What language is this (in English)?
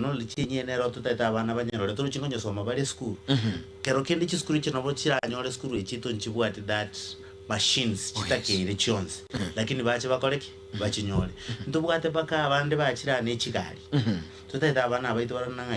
Gusii